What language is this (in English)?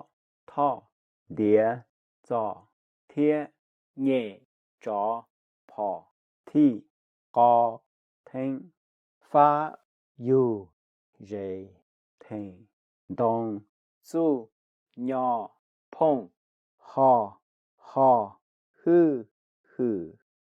Hmong